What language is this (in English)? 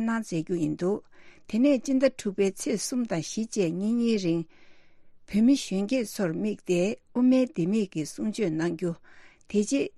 Tibetan